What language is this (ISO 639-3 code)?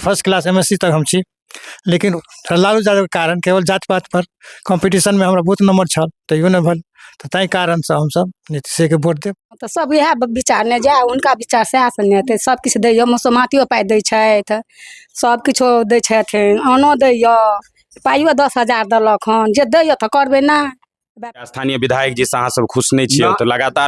mai